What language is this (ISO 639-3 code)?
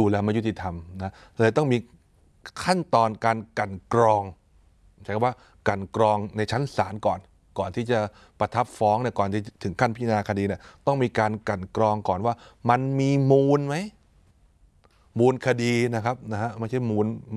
tha